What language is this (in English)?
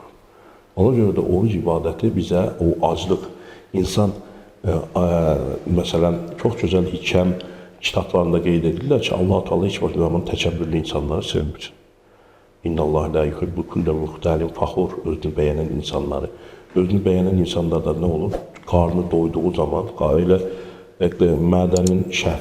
Azerbaijani